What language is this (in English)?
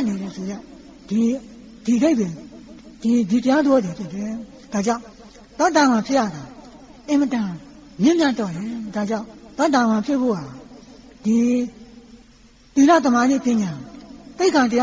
Burmese